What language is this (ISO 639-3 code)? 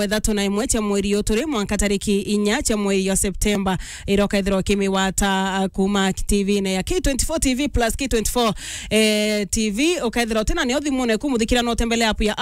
mer